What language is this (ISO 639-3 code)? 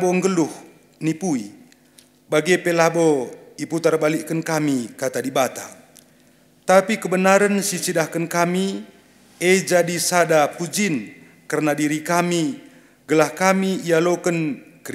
btx